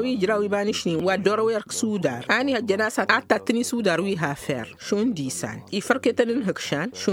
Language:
Tamasheq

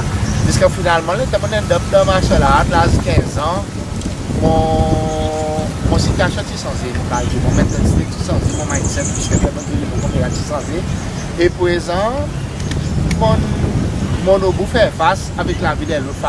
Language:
Seselwa Creole French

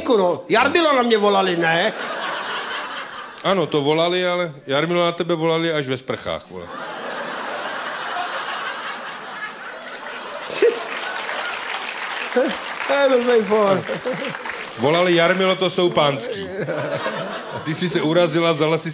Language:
Czech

